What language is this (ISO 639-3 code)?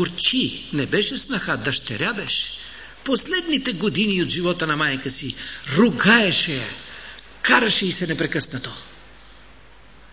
bul